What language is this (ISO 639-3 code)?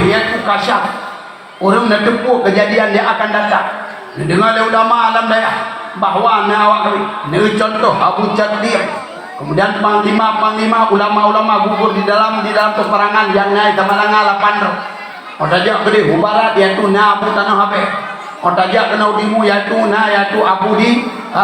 ace